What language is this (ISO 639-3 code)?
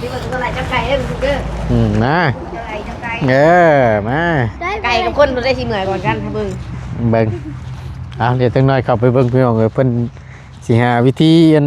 tts